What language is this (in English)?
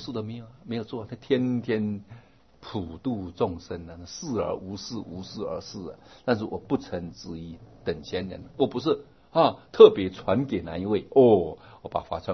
Chinese